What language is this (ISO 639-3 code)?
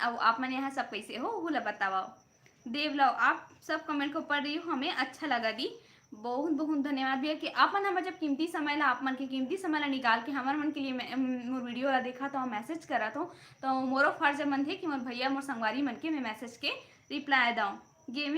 hne